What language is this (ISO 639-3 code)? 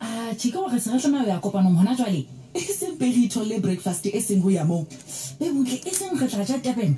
sot